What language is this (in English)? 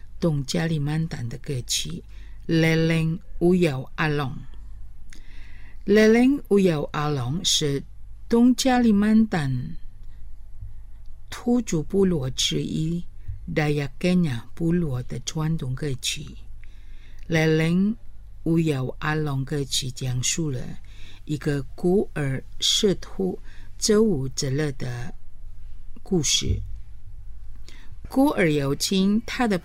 Chinese